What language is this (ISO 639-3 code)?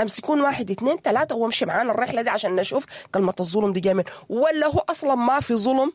apd